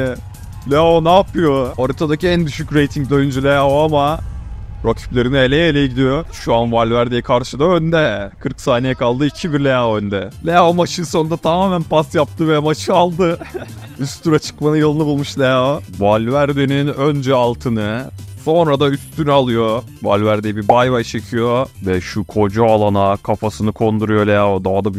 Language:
Turkish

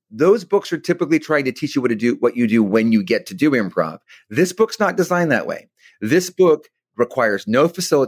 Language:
English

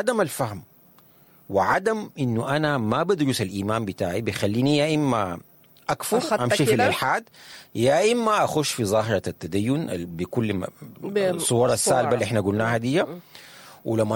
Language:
Sudanese Arabic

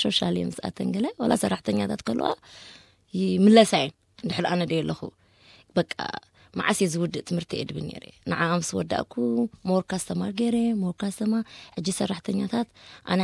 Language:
Tigrinya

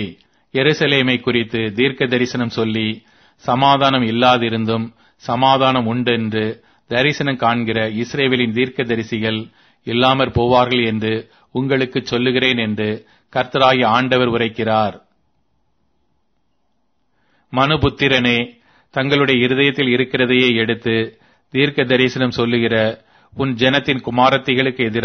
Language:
Tamil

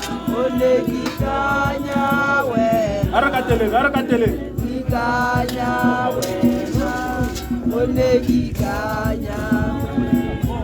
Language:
Tswana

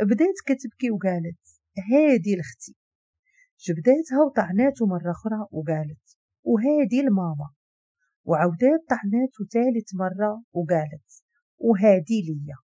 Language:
Moroccan Arabic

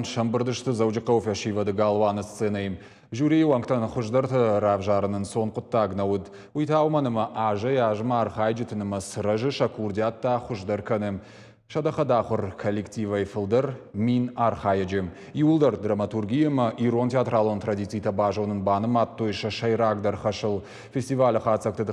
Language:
Ossetic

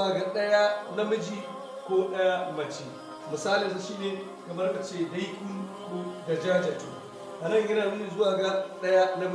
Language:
Hausa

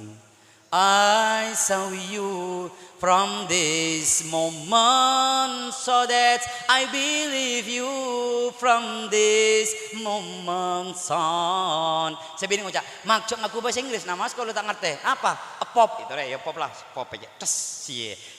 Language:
Madurese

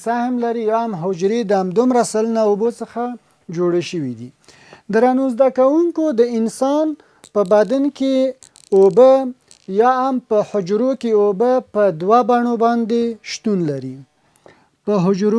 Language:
Pashto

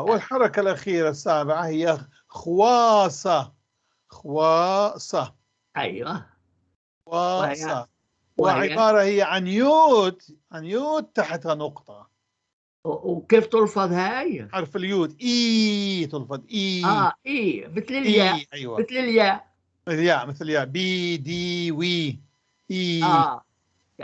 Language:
North Levantine Arabic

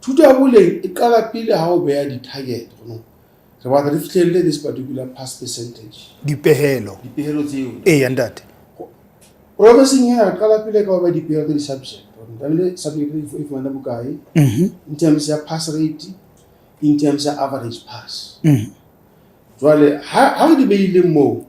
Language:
Southern Sotho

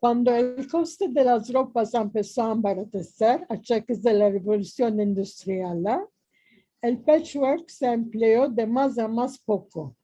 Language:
Ladino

